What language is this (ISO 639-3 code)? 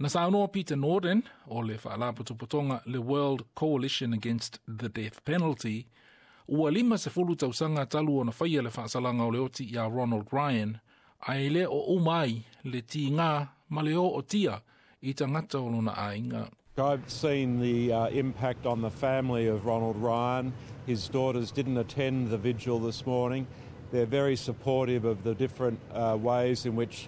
smo